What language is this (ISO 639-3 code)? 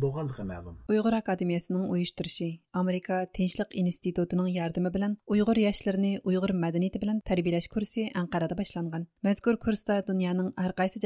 uig